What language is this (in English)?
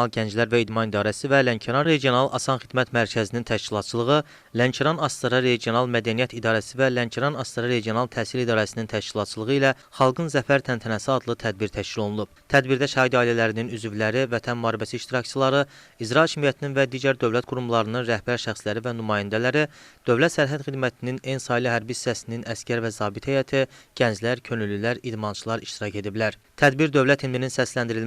Azerbaijani